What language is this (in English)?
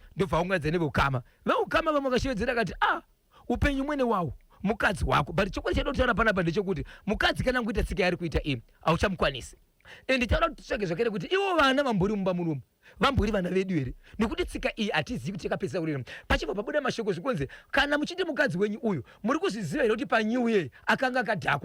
Shona